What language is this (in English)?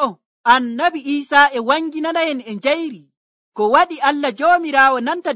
Nigerian Fulfulde